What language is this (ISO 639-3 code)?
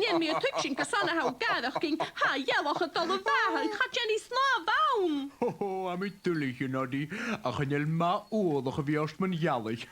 gla